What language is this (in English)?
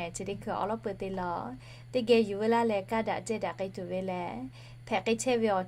Lahu